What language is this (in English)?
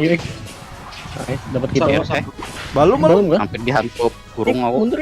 Banjar